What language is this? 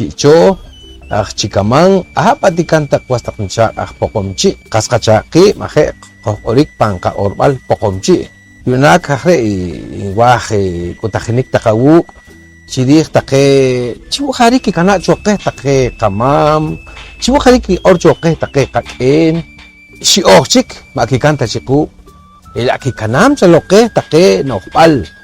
Poqomchi'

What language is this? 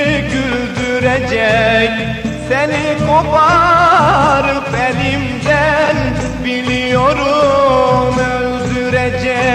Turkish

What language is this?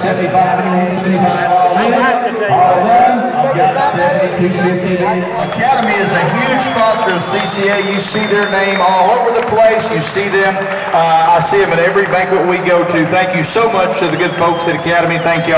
English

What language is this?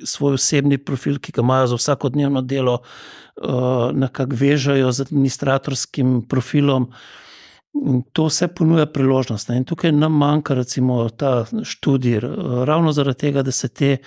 Slovenian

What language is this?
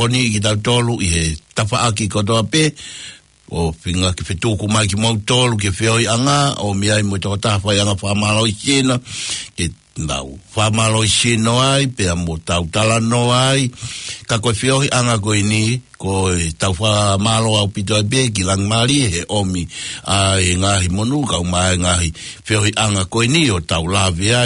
Tongan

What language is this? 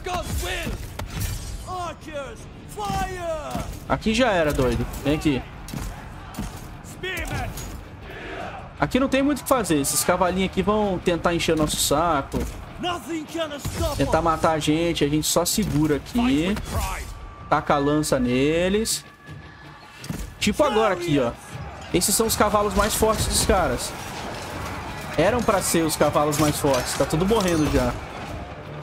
Portuguese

